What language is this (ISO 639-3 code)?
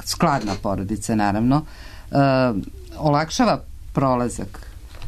srp